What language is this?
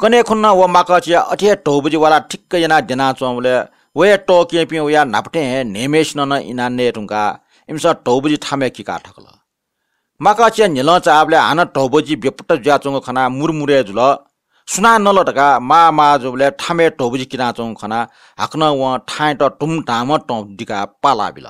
Newari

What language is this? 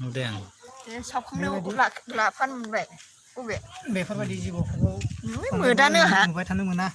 Bodo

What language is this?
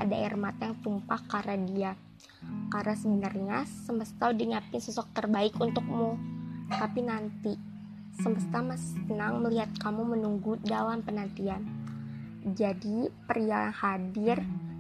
Indonesian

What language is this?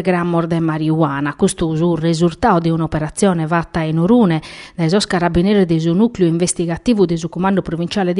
Sardinian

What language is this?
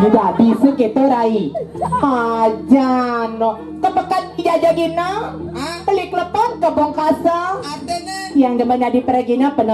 Balinese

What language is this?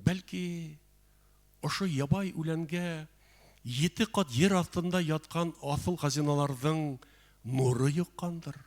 Bashkir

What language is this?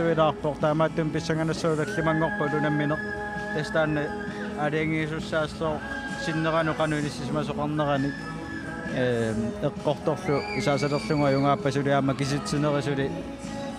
Kalaallisut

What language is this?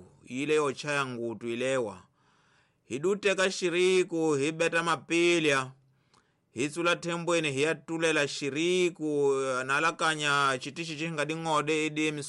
Tsonga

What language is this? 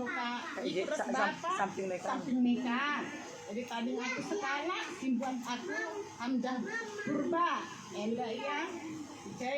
Batak Karo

